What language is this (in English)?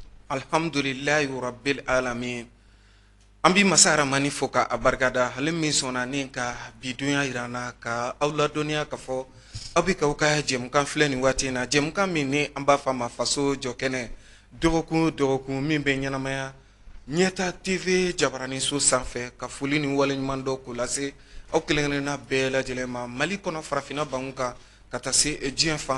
Bambara